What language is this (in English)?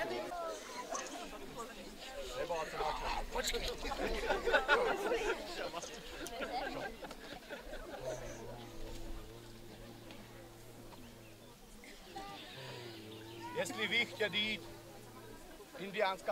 Czech